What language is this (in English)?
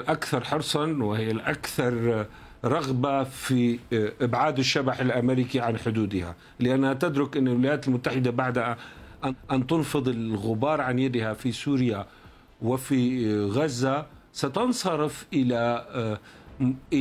Arabic